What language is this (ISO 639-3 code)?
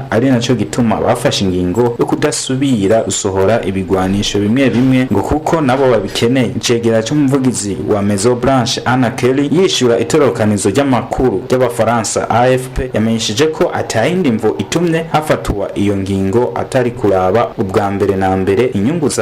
run